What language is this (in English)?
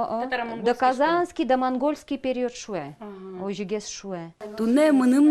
Udmurt